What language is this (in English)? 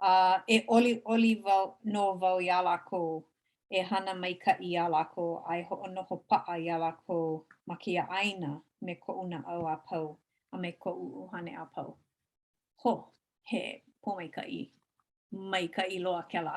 Hawaiian